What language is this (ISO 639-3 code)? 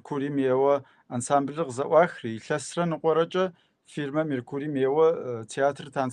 kbd